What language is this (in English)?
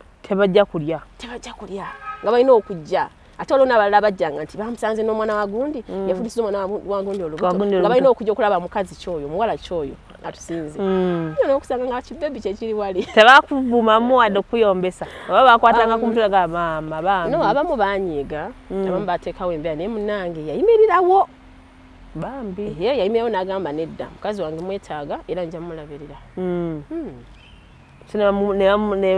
Ganda